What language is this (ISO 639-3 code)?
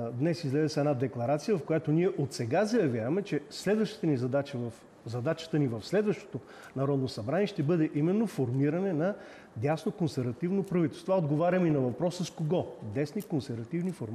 bul